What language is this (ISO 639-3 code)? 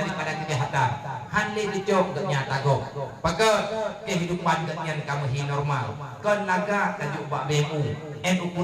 ace